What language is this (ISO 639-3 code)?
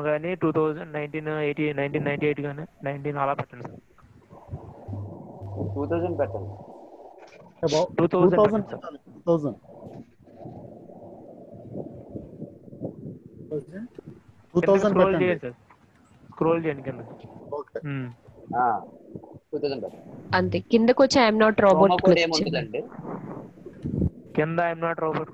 tel